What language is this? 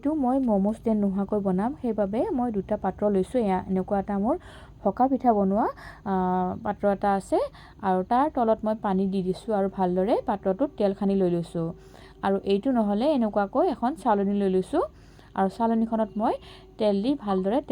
Assamese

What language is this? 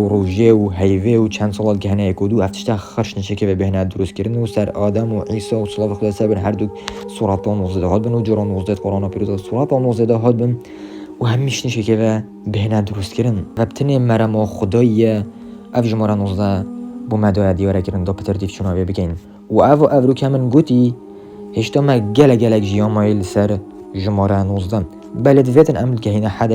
Kurdish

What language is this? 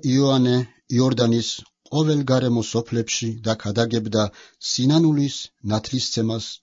Georgian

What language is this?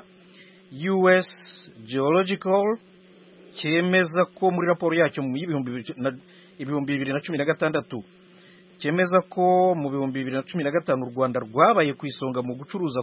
Kinyarwanda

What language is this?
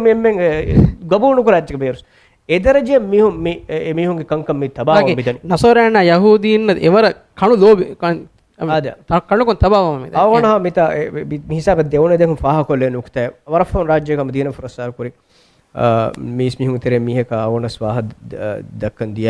Divehi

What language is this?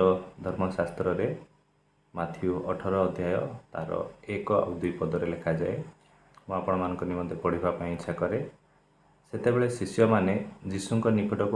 Odia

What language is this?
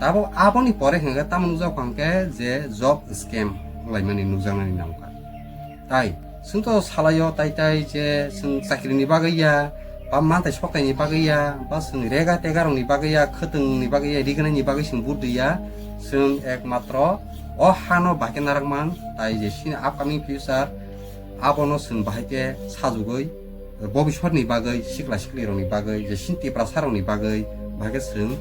Kok Borok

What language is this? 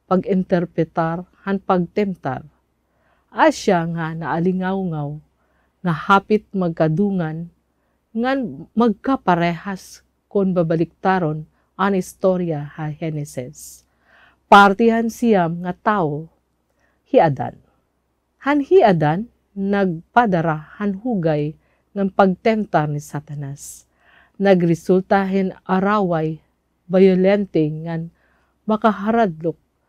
Waray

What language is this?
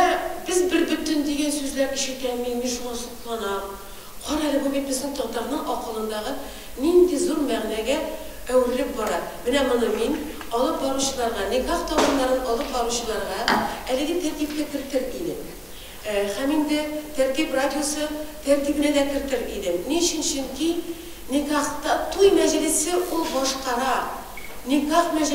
Tatar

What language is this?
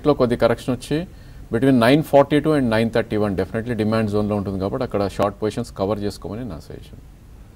Telugu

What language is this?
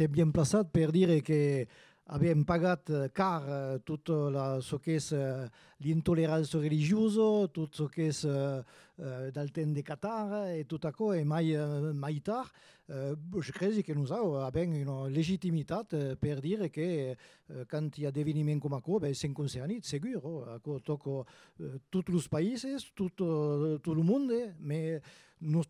Occitan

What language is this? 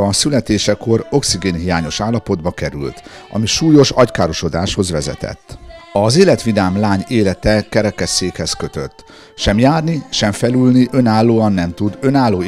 Hungarian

